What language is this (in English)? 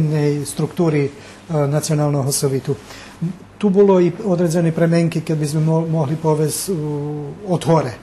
Rusyn